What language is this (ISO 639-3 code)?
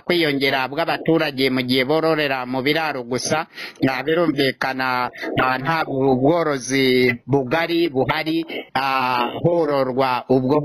kin